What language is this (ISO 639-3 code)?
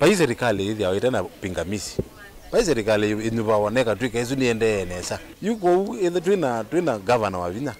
kam